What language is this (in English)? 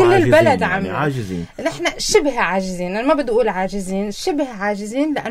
North Levantine Arabic